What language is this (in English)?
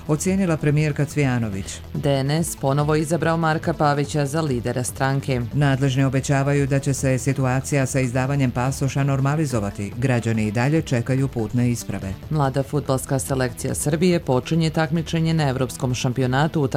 Croatian